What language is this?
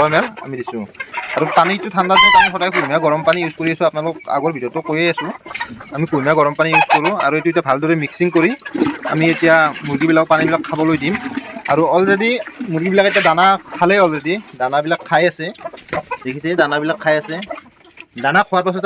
Assamese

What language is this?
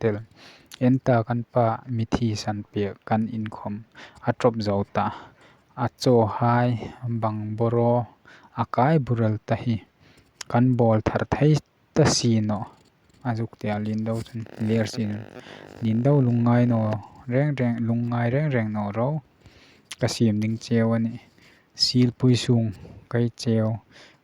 Hmar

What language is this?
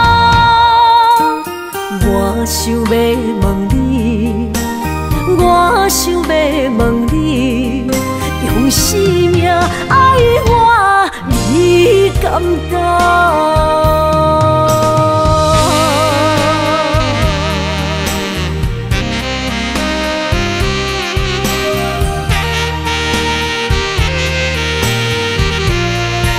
Min Nan Chinese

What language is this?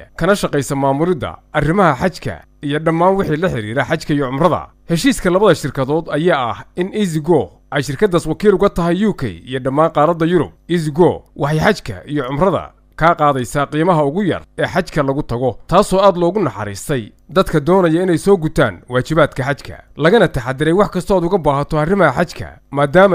Somali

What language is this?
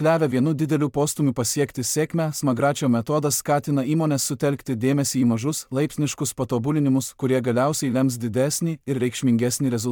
Lithuanian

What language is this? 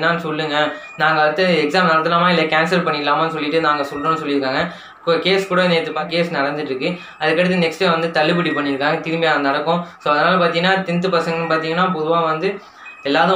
Tamil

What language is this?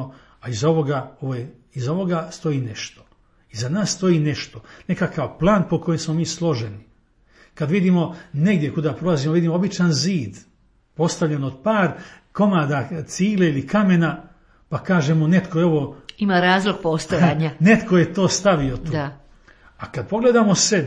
Croatian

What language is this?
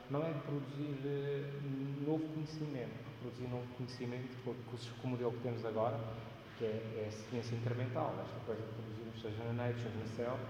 Portuguese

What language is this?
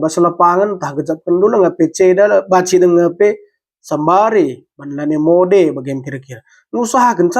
Batak Karo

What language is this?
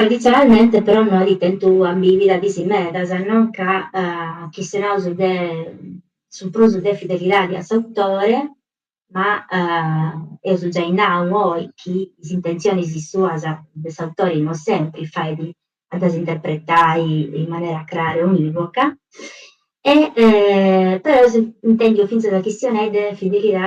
Sardinian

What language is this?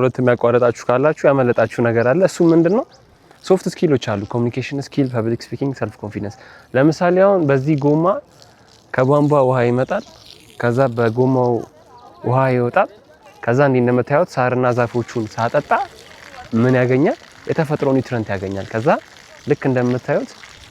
Amharic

